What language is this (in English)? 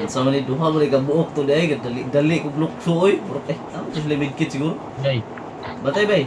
Cebuano